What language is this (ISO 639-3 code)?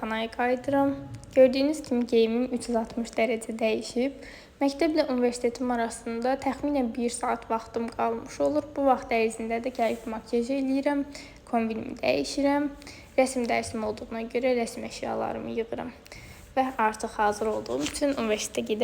aze